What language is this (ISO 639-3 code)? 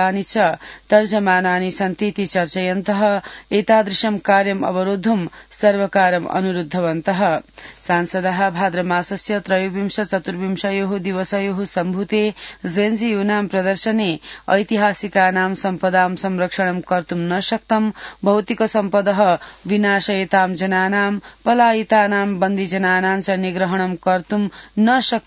san